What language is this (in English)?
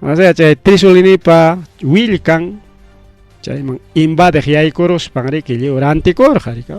Ayacucho Quechua